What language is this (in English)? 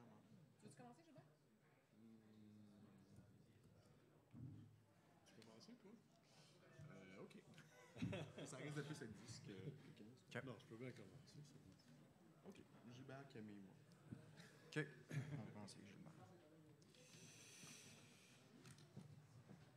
French